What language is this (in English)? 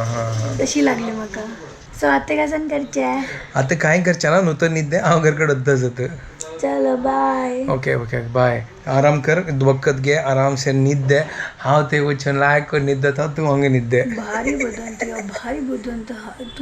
Konkani